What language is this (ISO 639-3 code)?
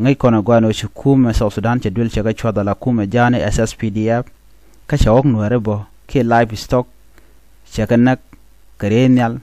nus